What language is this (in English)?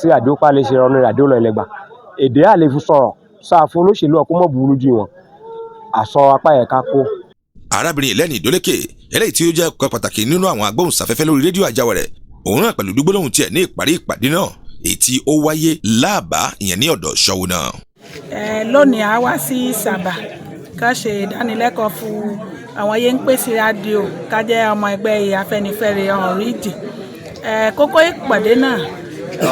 Yoruba